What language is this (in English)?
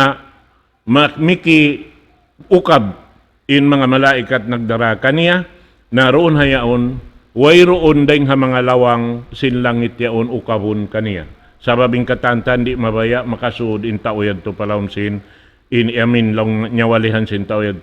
Tausug